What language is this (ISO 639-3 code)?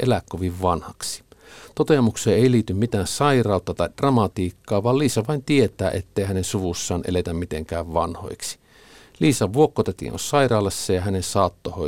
fin